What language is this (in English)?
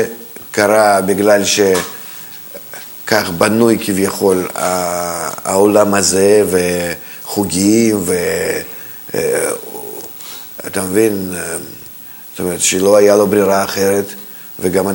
Hebrew